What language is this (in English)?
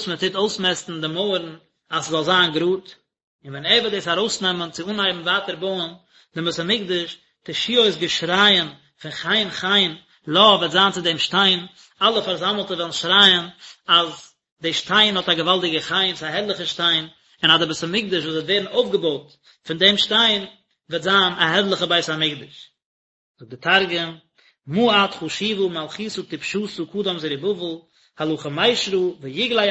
Yiddish